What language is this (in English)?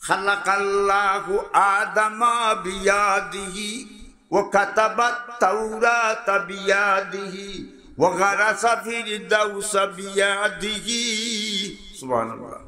Sylheti